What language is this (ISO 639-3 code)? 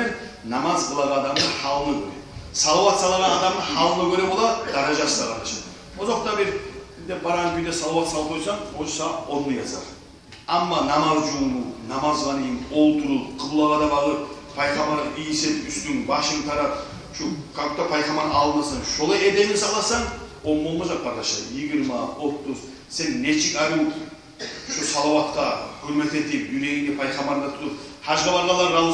kum